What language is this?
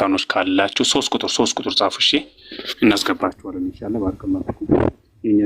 Amharic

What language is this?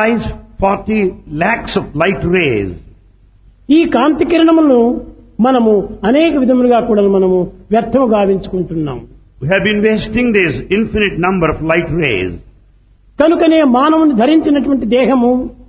Telugu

